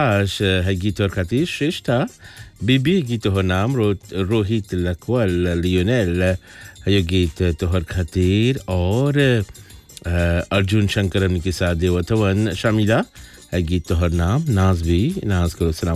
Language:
Bhojpuri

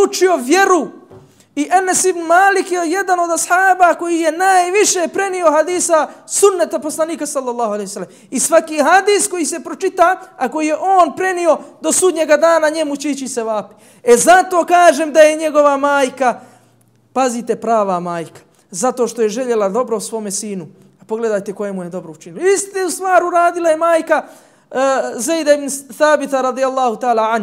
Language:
Bosnian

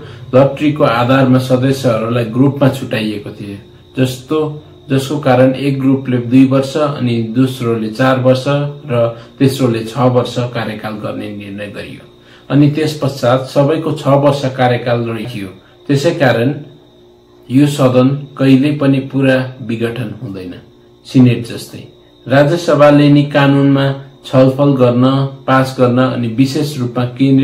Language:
Nepali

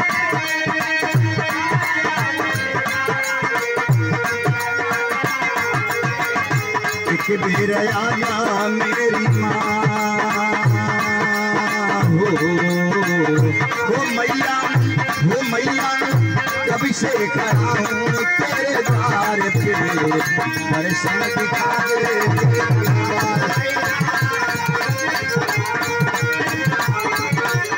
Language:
Bhojpuri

